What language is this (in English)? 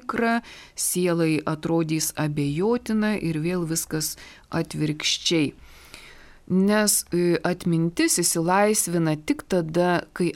Lithuanian